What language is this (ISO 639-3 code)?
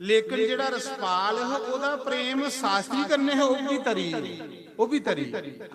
doi